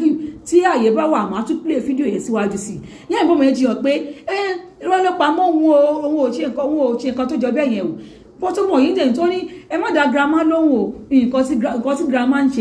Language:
Yoruba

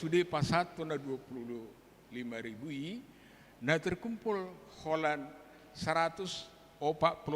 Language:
Batak Toba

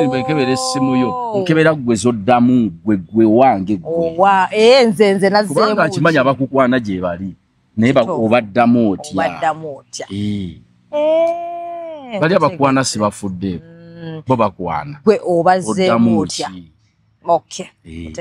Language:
Ganda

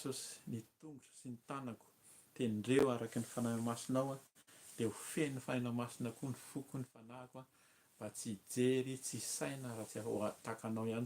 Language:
Malagasy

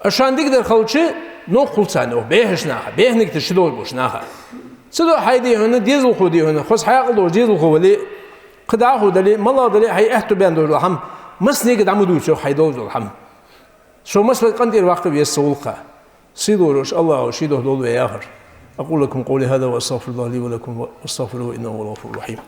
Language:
Ingush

